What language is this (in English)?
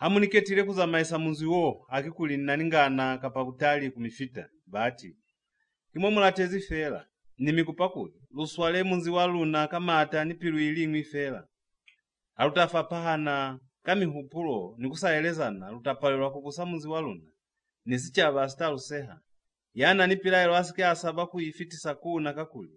Lozi